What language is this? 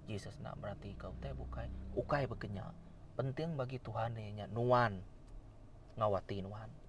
Iban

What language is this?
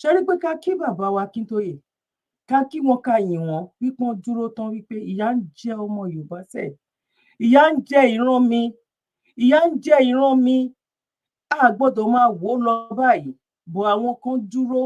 Yoruba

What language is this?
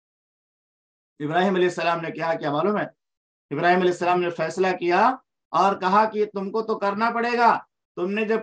Urdu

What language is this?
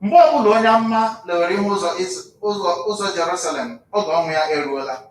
Igbo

